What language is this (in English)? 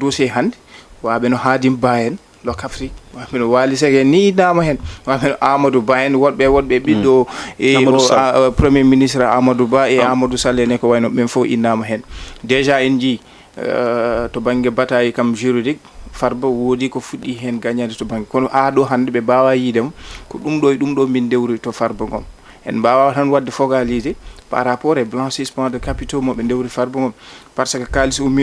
Fula